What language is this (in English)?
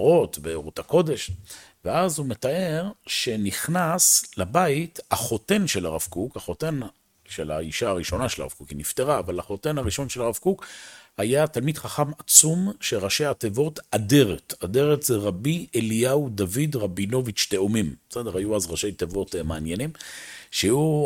Hebrew